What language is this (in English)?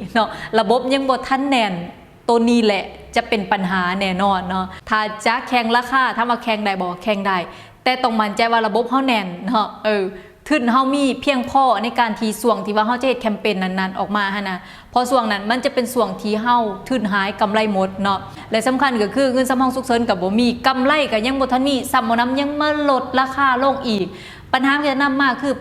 Lao